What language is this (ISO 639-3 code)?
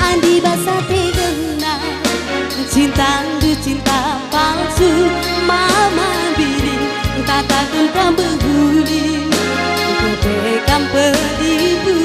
btx